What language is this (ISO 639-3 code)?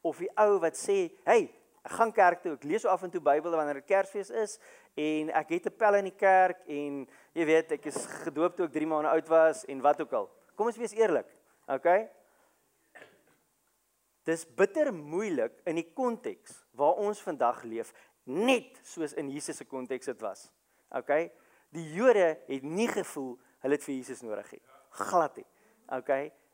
afr